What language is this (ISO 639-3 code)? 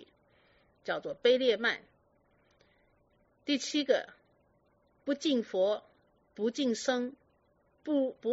zho